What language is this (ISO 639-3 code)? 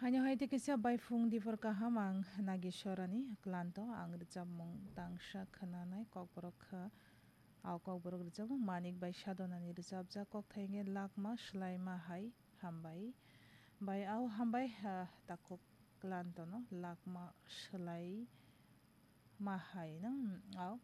trp